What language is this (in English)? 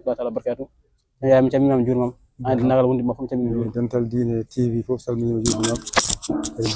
Fula